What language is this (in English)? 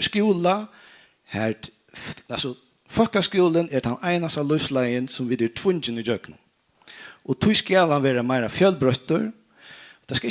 Faroese